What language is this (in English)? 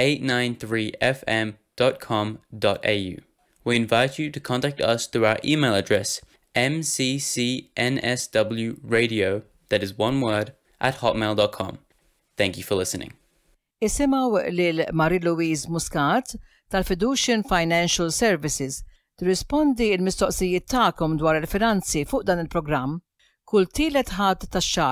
Maltese